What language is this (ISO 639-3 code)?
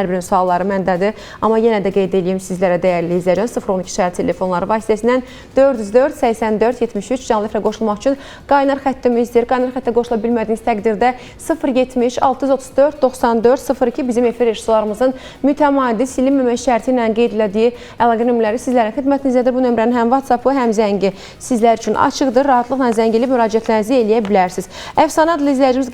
aze